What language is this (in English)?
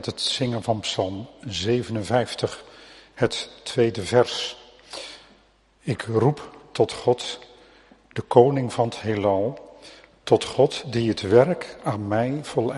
Dutch